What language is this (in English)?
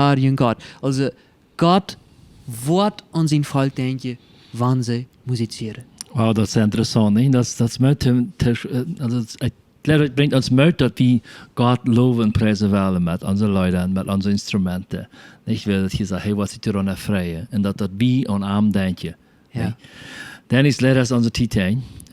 Plautdietsch